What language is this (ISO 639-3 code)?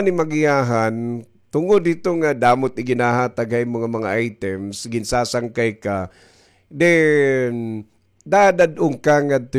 war